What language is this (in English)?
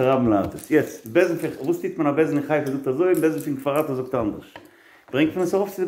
Yiddish